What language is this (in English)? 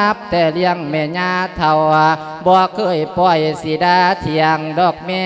Lao